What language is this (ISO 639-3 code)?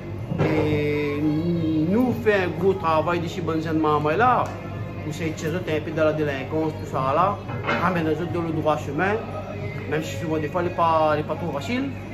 rcf